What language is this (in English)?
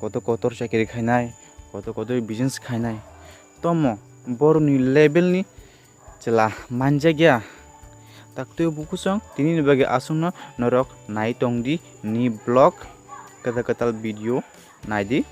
Kok Borok